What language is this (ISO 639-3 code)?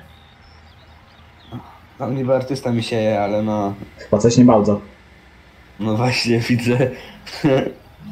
pol